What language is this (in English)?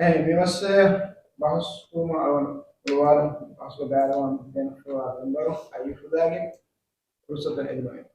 Divehi